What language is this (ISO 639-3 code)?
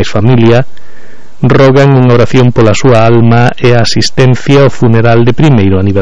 glg